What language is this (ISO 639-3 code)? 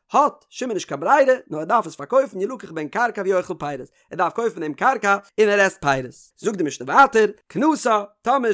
yid